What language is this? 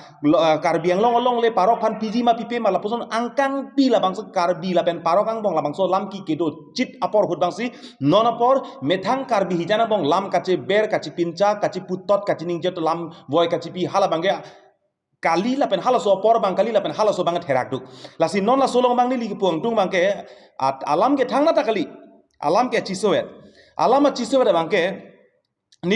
Karbi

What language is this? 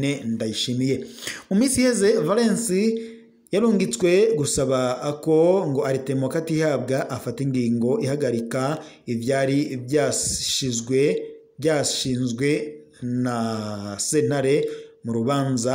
Rundi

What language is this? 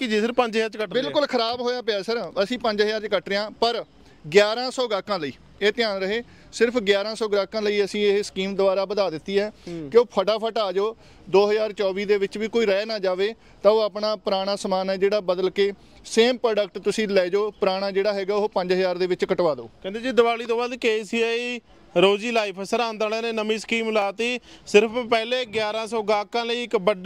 Punjabi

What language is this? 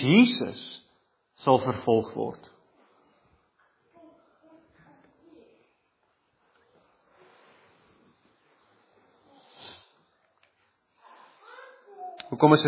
Afrikaans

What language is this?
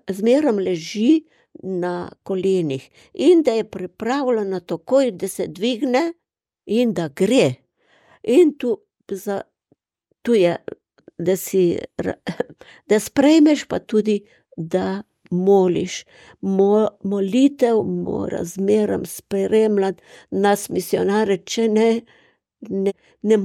Slovenian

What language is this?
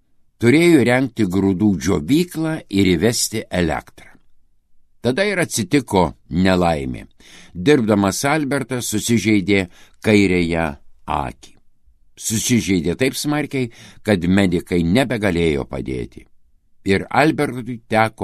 Lithuanian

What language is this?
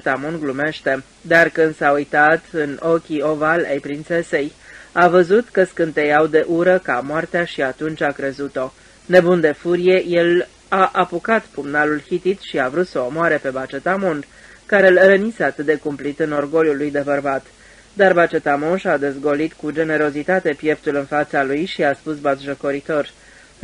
Romanian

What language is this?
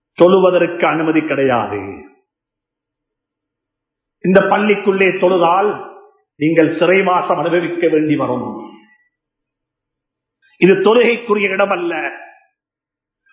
Tamil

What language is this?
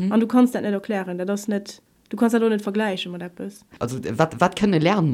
Luxembourgish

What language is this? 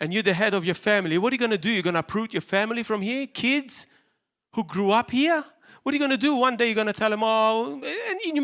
English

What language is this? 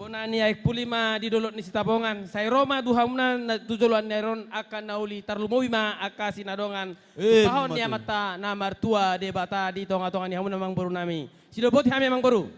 Batak Toba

